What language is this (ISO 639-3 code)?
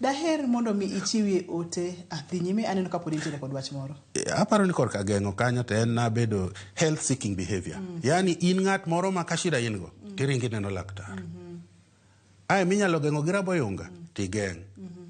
luo